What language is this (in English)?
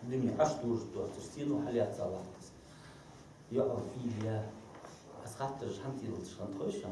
Ingush